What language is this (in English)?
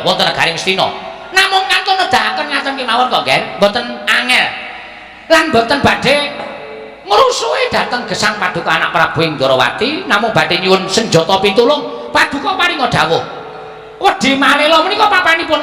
Javanese